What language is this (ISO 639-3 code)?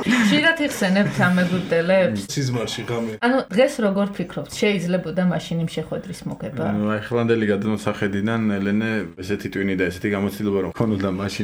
kat